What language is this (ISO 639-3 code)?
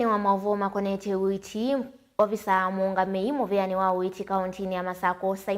kam